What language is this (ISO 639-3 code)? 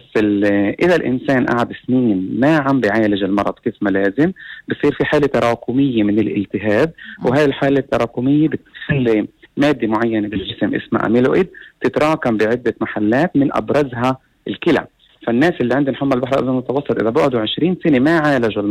apc